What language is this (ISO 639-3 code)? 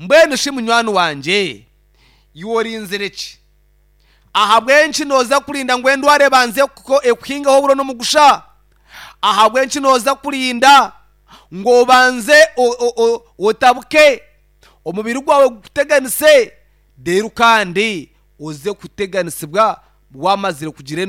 nyn